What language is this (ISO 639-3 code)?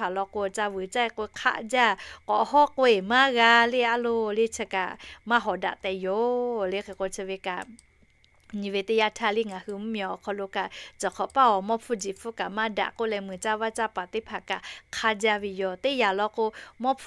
lhu